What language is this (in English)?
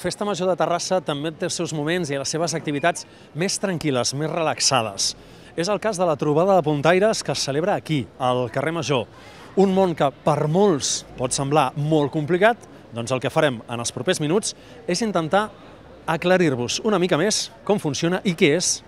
Catalan